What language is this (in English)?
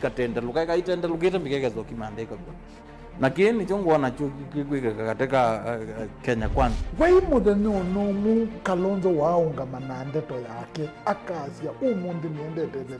Kamba